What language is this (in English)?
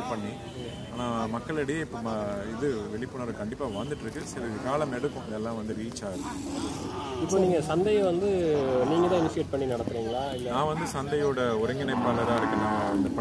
Tamil